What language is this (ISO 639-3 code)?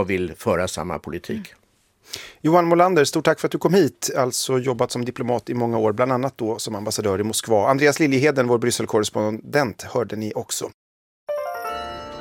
swe